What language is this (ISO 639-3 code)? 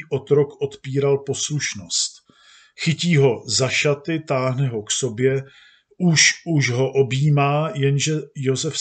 ces